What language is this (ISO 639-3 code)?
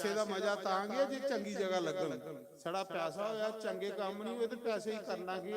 doi